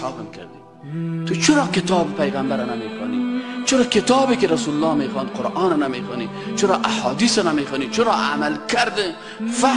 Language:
Persian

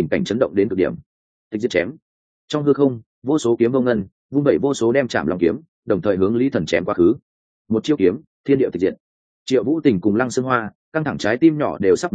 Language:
Vietnamese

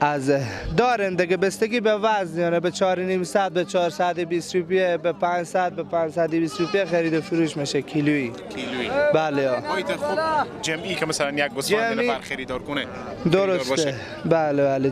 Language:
Persian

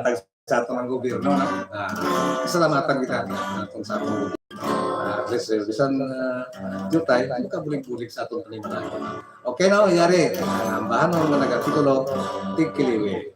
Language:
Hiligaynon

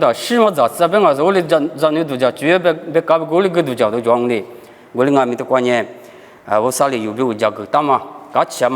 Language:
Lisu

